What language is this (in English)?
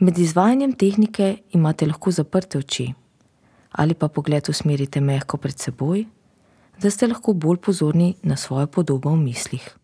Slovenian